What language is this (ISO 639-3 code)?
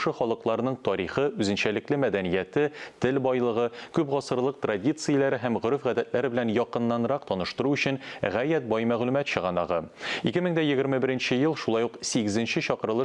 tat